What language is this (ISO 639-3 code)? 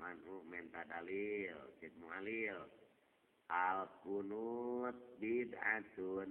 sun